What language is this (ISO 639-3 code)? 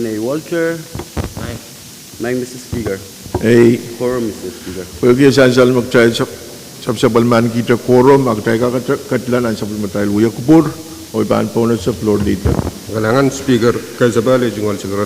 pon